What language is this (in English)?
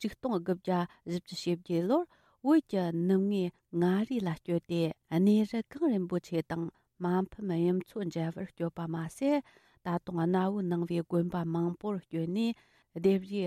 Tibetan